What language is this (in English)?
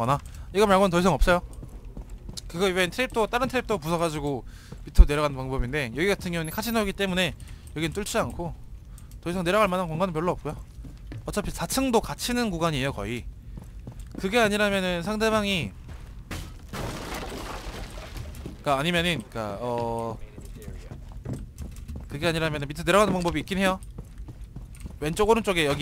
Korean